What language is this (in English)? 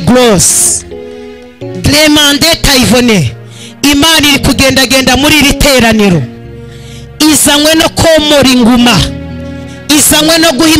Kinyarwanda